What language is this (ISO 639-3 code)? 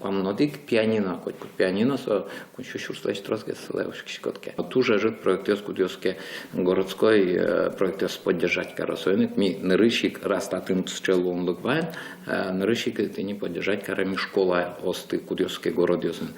udm